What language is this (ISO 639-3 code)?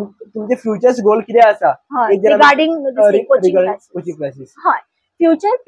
kok